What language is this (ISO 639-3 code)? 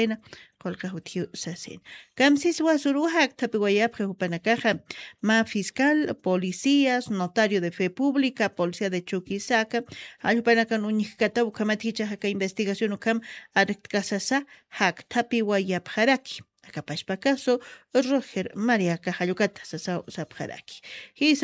aym